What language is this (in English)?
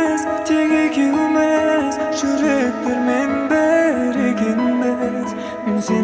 Kara-Kalpak